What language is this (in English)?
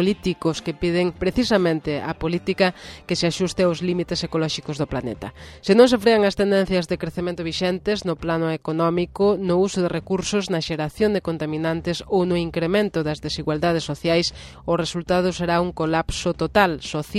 Galician